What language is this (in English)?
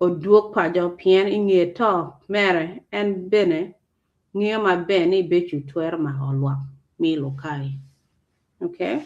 Acoli